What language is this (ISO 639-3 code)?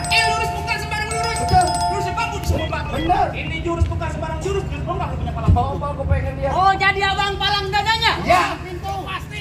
bew